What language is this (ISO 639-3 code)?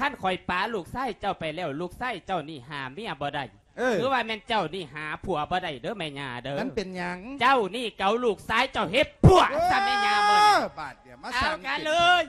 lao